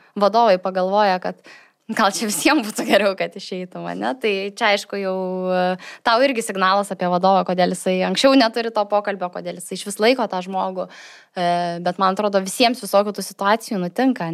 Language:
Lithuanian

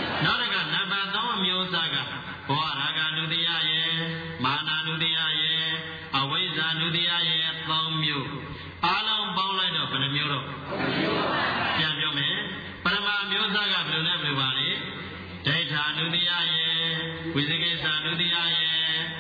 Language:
Burmese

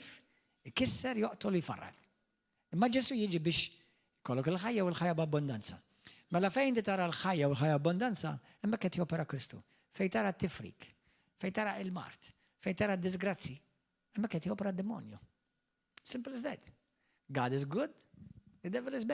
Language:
Maltese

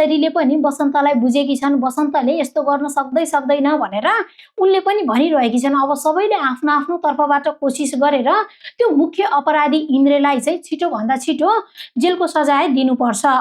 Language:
Nepali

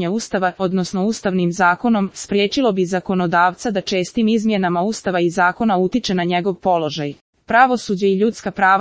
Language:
Croatian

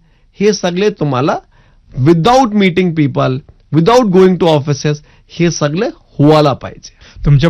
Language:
Marathi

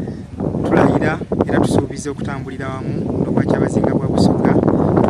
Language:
Soga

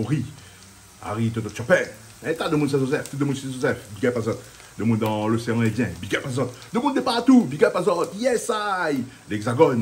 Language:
Réunion Creole French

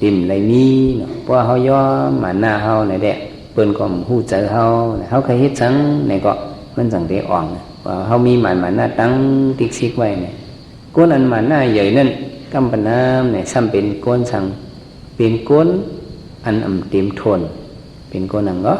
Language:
Shan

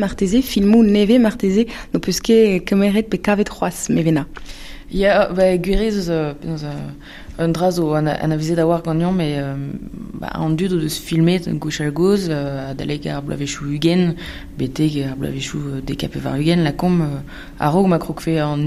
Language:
Breton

